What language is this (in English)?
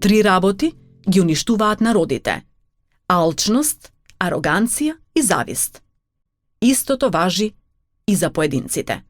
Macedonian